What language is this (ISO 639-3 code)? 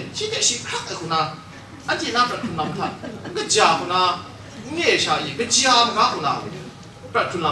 kac